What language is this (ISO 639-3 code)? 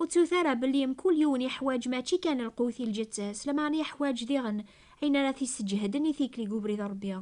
kab